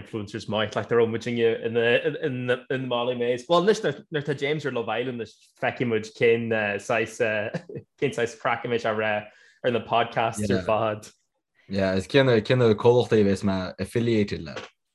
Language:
Irish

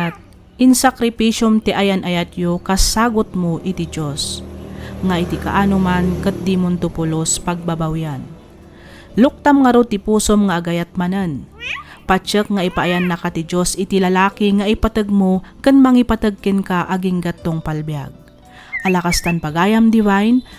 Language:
Iloko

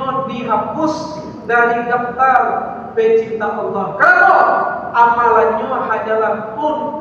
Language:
Minangkabau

